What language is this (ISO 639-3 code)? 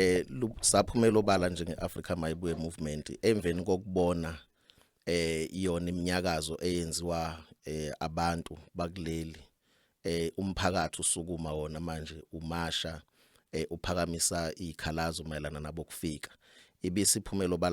zul